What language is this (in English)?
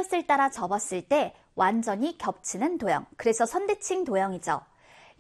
Korean